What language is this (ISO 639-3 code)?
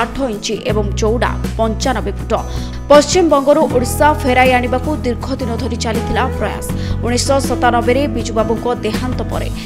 ori